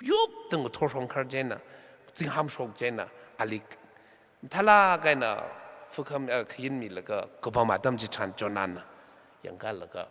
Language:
Tangkhul Naga (India)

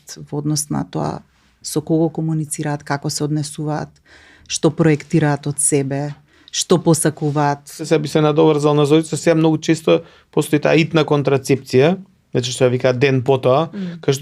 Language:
Macedonian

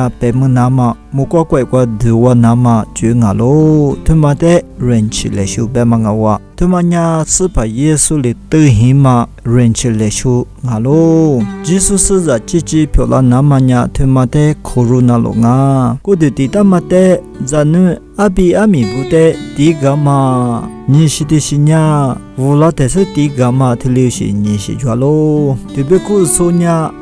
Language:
Lisu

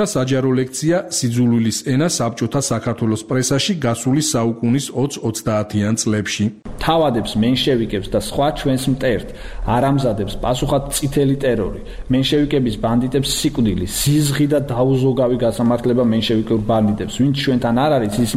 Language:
Georgian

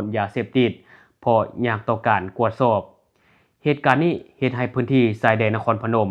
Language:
Lao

